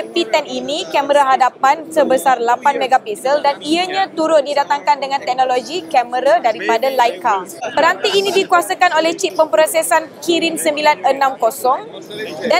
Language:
Malay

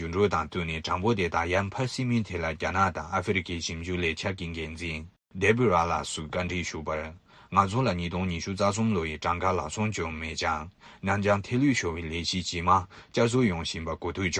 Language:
Tibetan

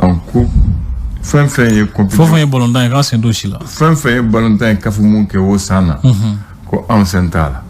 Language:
Bambara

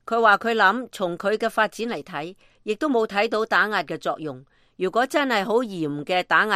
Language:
Cantonese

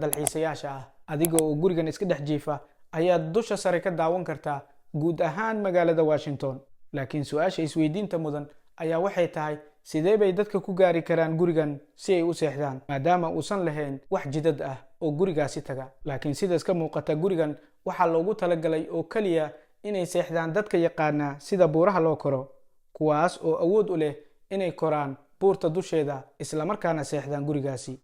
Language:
Somali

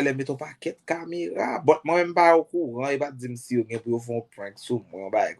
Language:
Haitian Creole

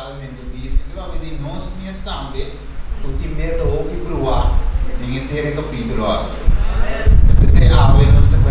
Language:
Papiamento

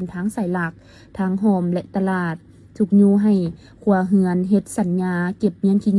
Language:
Lao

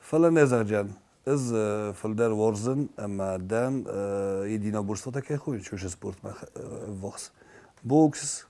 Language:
Ossetic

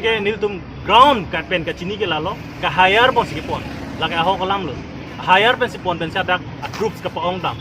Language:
Karbi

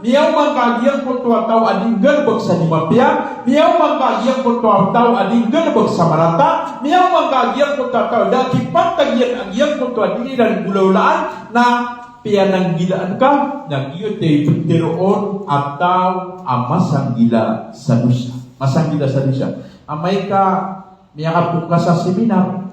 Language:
Maranao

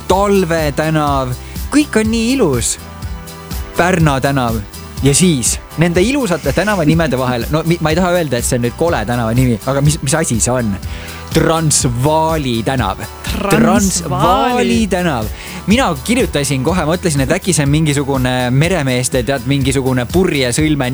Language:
Estonian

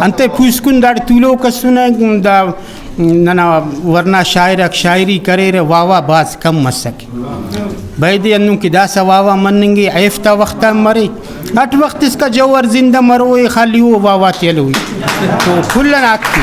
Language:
Brahui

